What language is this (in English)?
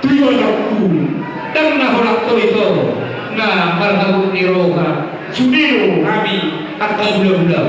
Batak Toba